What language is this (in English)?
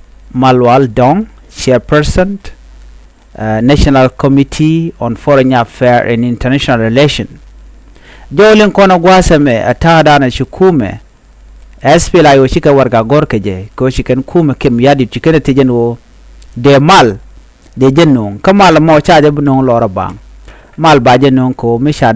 Nuer